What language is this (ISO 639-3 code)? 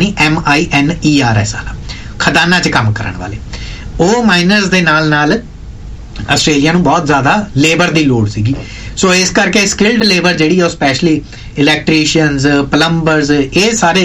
pan